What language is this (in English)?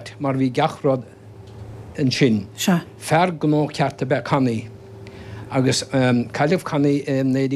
Irish